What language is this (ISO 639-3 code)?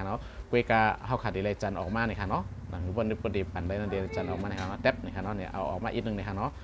shn